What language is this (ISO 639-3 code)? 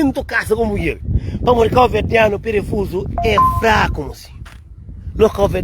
kea